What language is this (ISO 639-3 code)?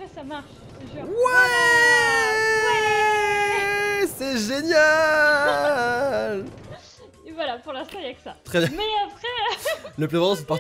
fra